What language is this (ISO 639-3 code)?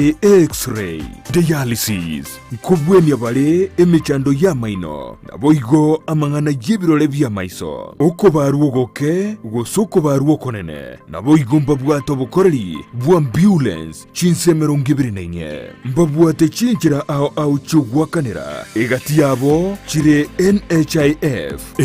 guz